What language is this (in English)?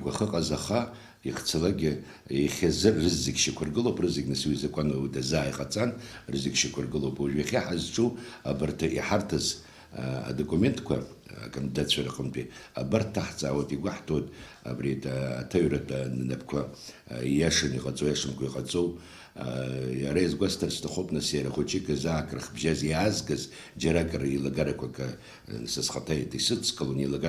Abkhazian